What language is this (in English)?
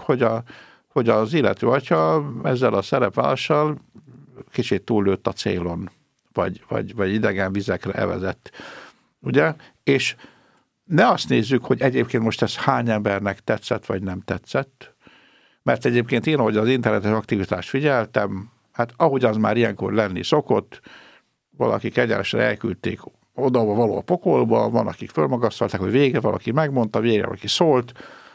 Hungarian